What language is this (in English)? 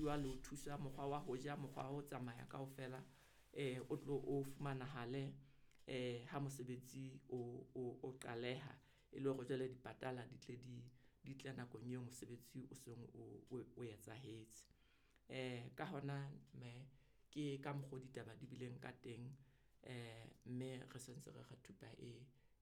Southern Sotho